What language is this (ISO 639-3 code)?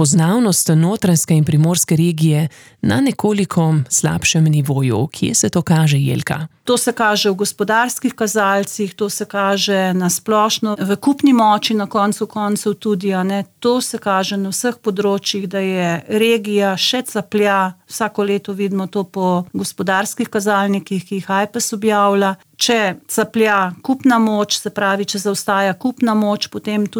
slv